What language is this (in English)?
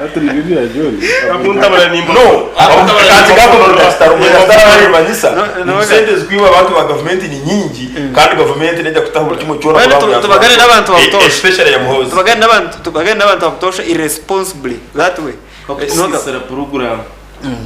Nyankole